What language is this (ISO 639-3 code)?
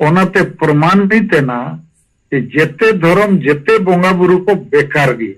sat